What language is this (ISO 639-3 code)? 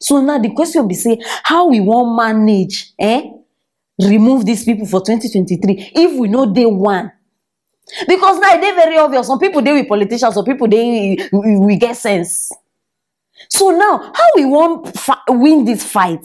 pcm